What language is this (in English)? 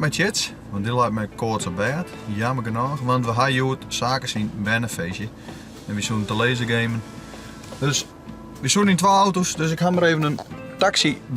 Western Frisian